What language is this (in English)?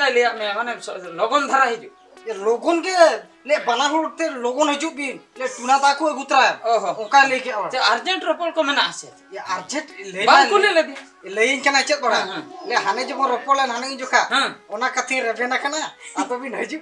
Santali